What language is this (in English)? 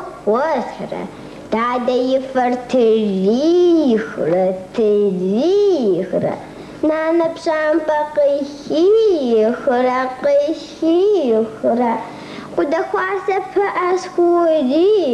Kabardian